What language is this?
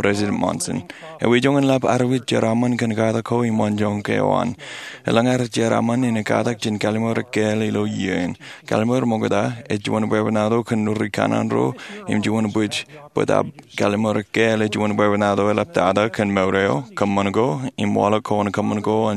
Marshallese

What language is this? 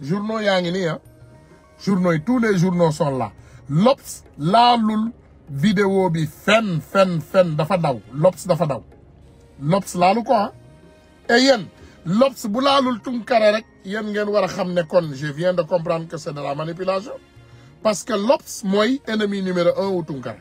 Wolof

